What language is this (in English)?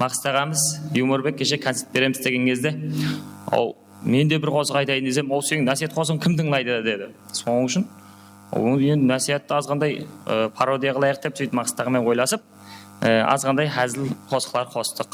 Kara-Kalpak